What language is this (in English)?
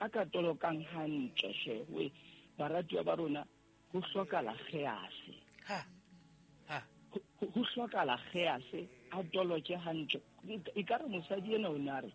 Southern Sotho